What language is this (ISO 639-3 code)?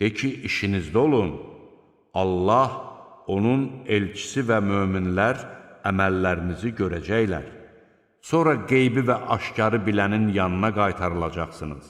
aze